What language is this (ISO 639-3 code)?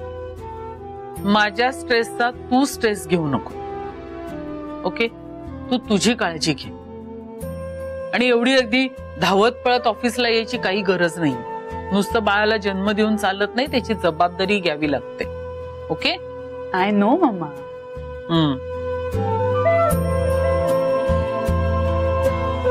mar